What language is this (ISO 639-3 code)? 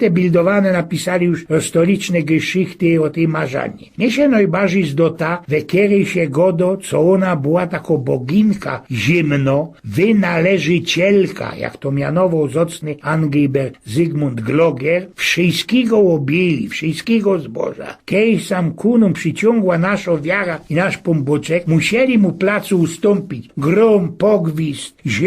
szl